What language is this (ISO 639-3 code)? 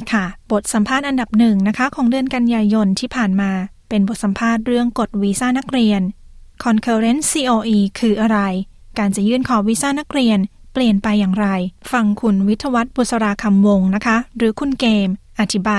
tha